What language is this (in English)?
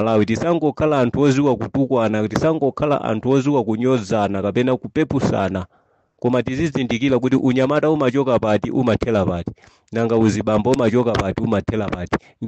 Nyanja